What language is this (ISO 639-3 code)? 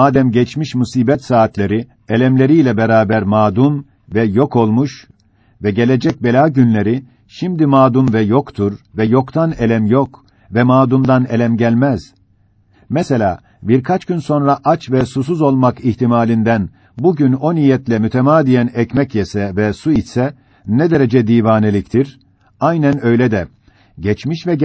tur